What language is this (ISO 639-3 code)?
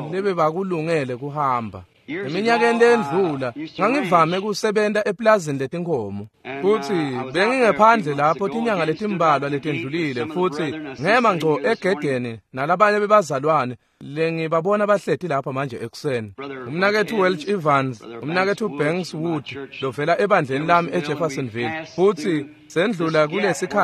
ssw